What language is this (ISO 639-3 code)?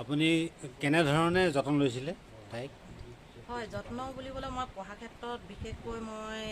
asm